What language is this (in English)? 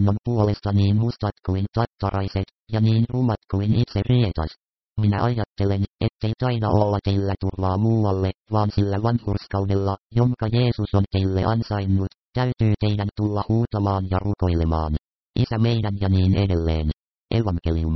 Finnish